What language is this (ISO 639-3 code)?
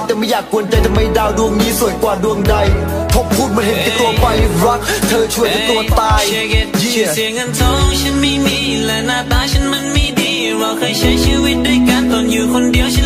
tha